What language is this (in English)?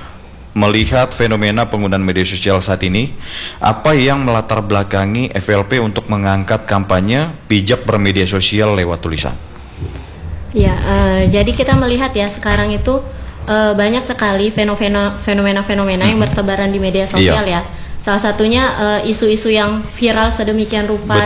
Indonesian